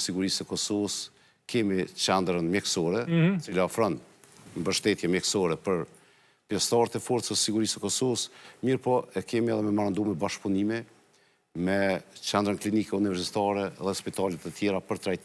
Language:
Albanian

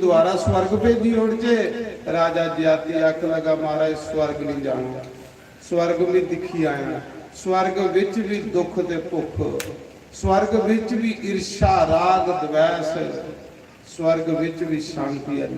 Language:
Dogri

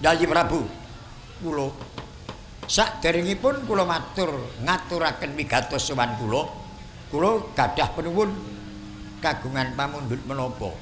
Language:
Javanese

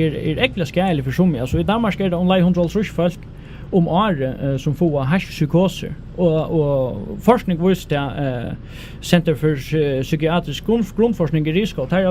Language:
Faroese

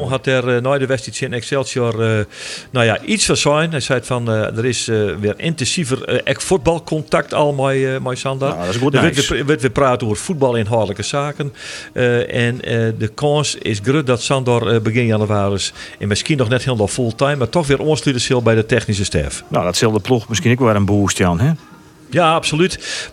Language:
Western Frisian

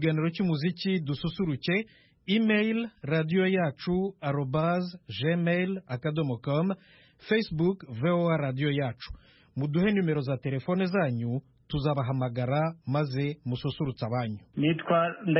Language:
Kinyarwanda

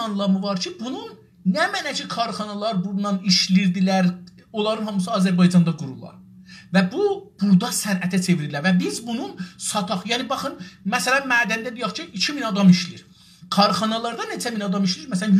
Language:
South Azerbaijani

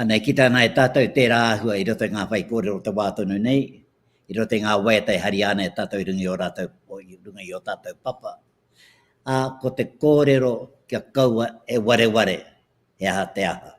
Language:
Māori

